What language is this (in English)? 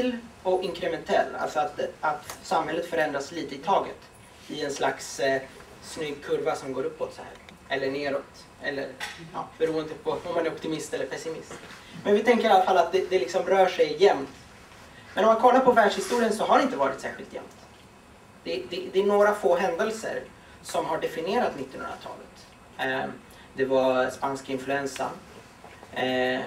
Swedish